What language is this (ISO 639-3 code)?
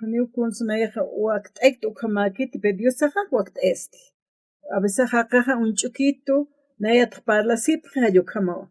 aym